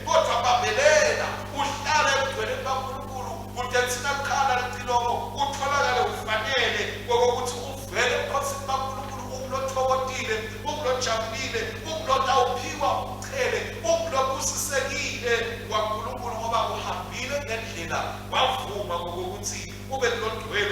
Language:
Swati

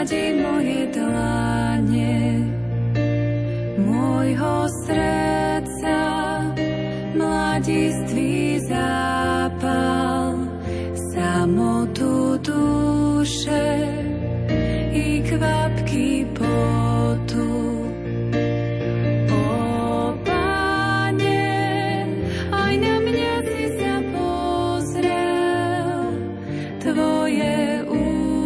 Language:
Slovak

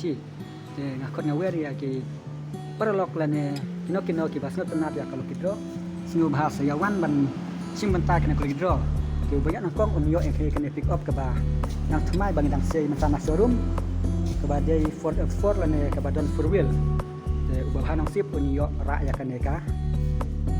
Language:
Khasi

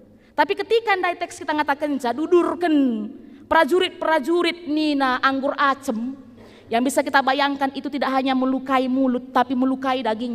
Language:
Batak Karo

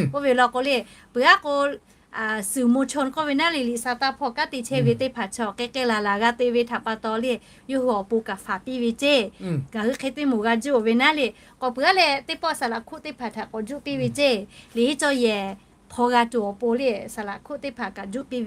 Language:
Lahu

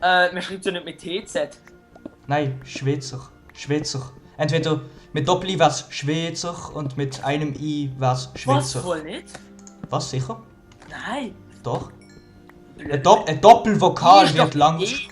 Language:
Swiss German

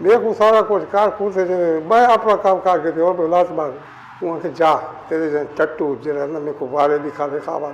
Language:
Saraiki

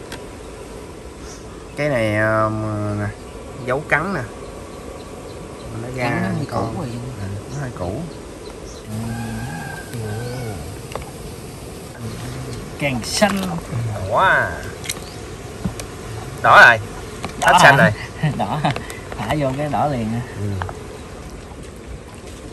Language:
Vietnamese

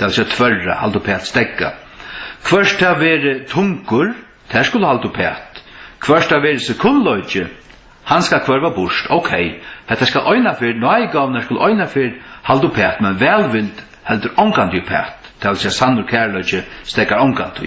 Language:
Faroese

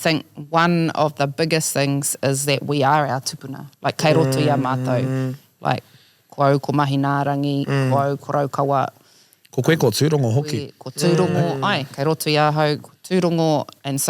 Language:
Māori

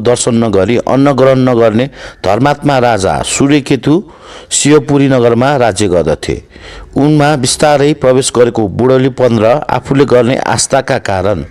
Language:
Nepali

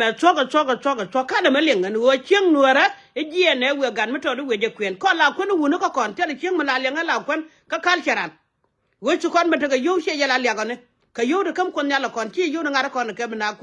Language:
Nuer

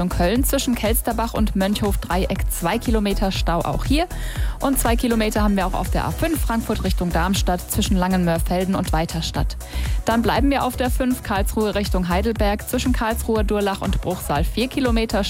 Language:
German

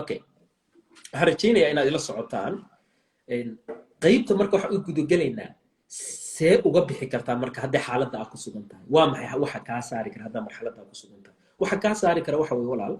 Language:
Somali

